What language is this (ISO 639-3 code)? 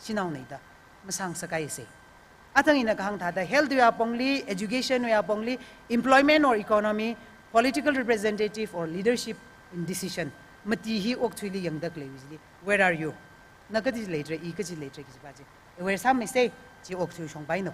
nmf